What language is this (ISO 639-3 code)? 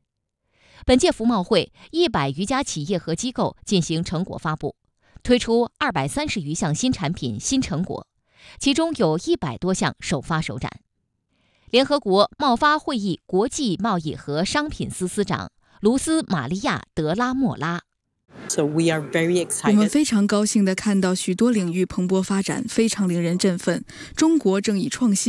zho